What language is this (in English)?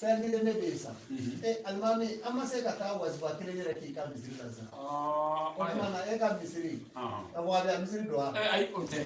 Bambara